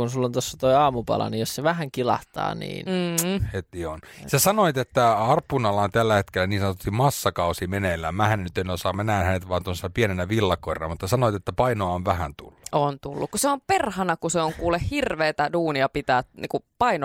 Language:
Finnish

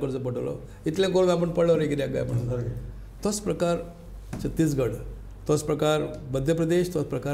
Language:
Konkani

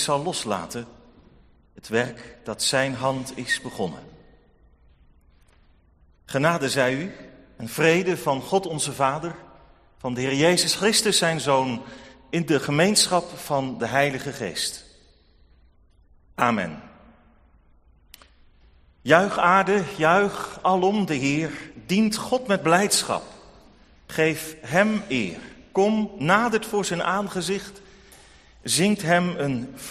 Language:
Dutch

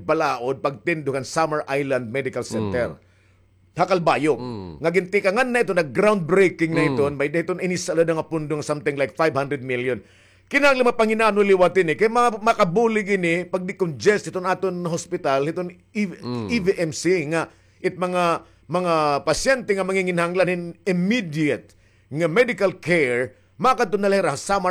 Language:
Waray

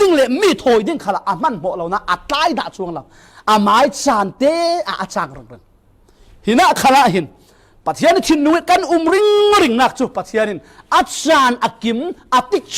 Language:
Falam Chin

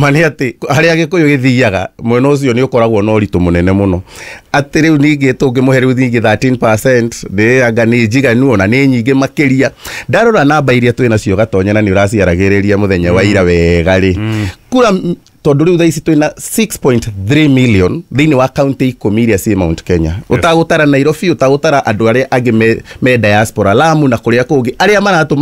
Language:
Kikuyu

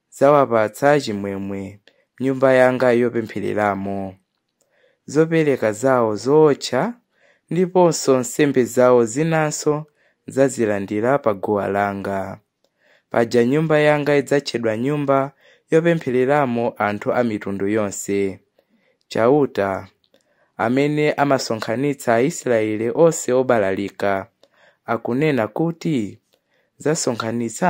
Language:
Nyanja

